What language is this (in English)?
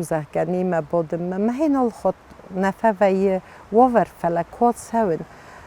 Ossetic